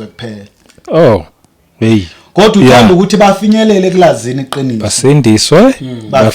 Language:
Zulu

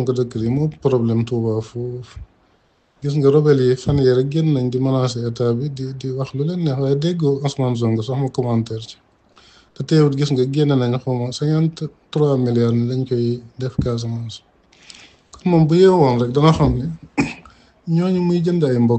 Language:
Wolof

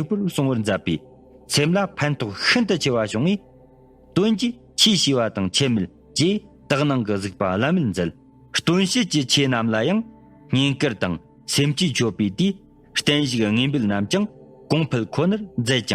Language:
Tibetan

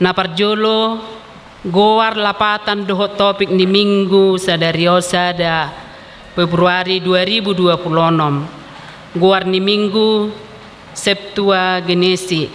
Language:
Batak Toba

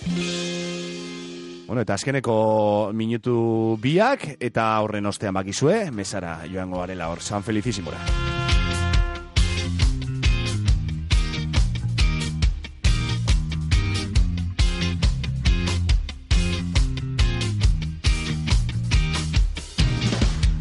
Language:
Basque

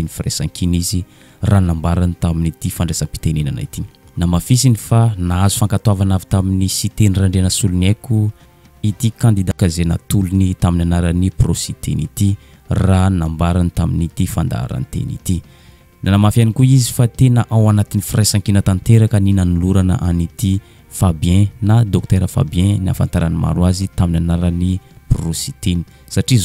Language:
Malagasy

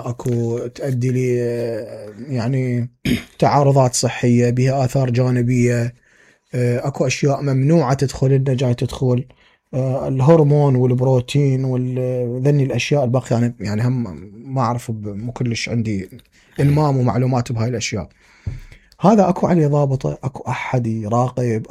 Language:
Mesopotamian Arabic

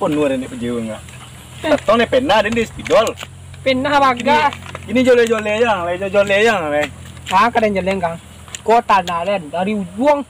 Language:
Minangkabau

